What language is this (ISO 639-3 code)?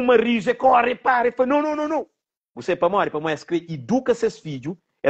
kea